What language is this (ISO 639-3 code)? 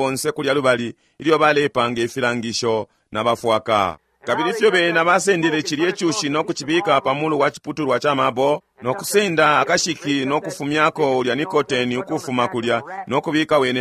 bem